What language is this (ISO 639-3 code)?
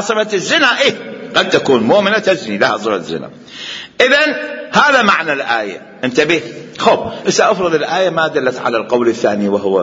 acm